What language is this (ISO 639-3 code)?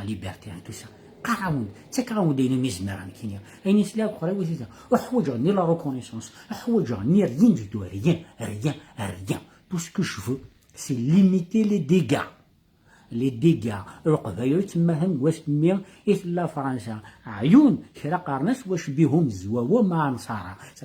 kab